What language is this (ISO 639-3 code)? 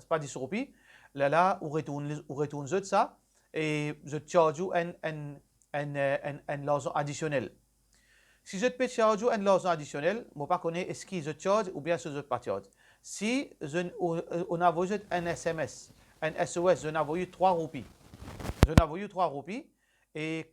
mfe